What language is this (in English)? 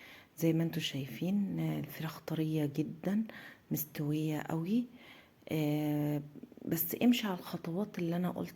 Egyptian Arabic